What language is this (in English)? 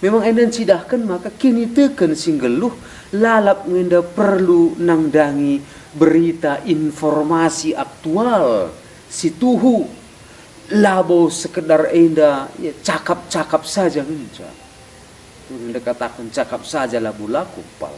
Batak Karo